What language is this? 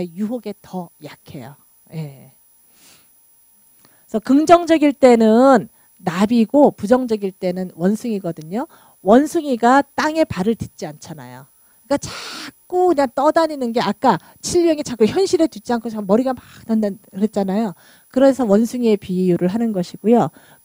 Korean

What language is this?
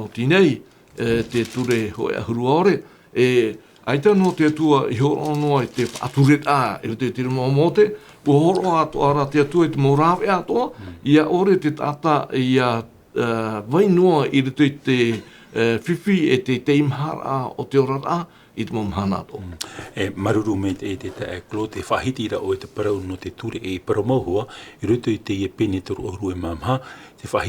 Tahitian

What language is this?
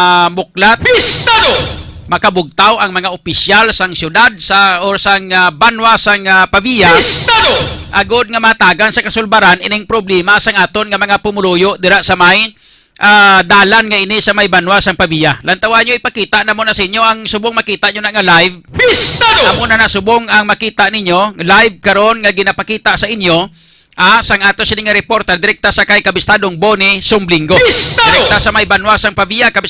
Hiligaynon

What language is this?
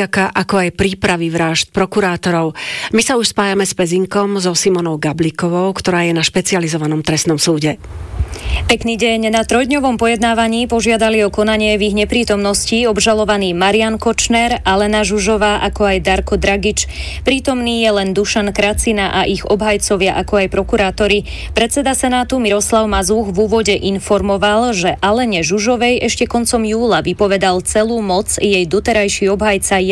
Slovak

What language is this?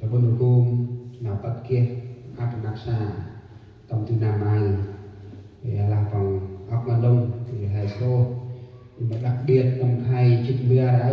Central Mnong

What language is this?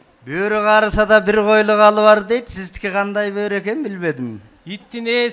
Kyrgyz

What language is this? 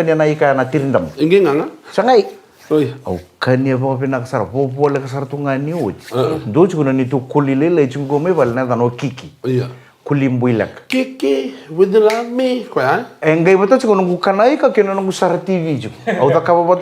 Fijian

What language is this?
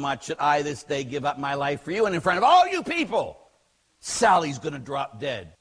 English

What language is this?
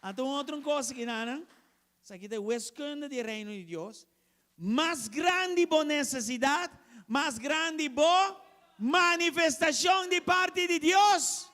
Papiamento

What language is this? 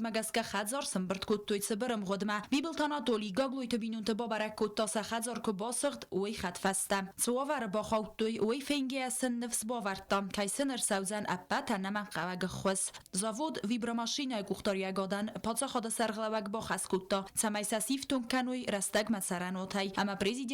Ossetic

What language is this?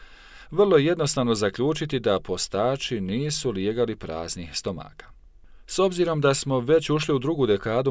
Bosnian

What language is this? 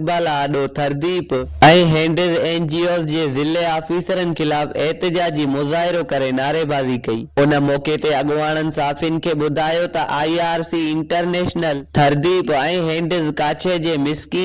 Sindhi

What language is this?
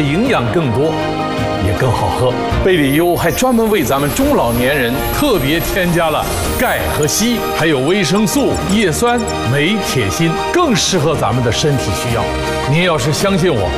Chinese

